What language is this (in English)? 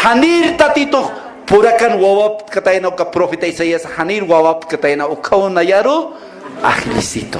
Aymara